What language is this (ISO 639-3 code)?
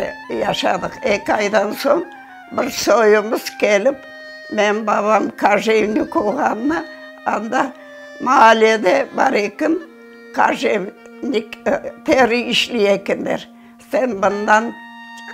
crh